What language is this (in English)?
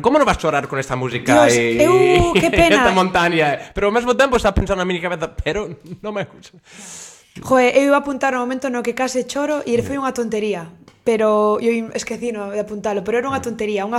Galician